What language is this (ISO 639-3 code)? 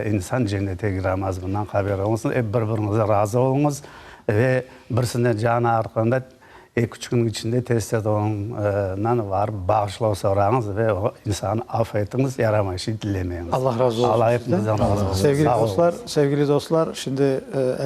crh